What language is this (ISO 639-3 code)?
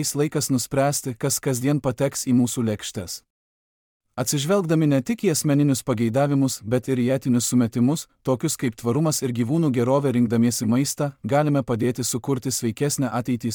lit